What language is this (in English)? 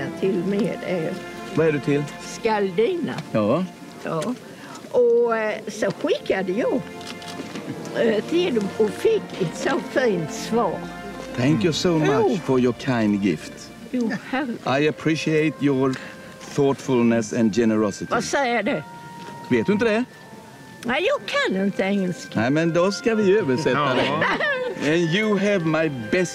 Swedish